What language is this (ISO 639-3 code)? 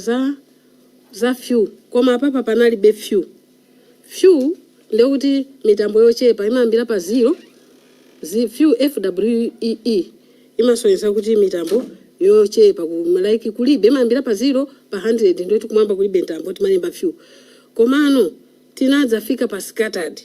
nya